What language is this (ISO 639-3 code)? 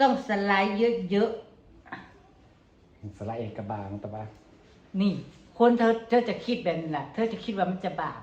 tts